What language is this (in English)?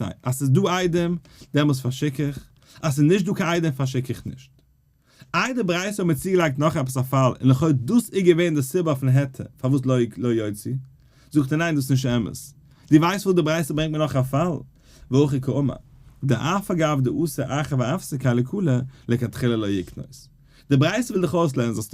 Yiddish